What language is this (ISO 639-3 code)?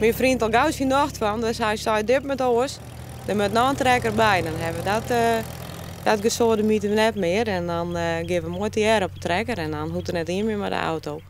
fry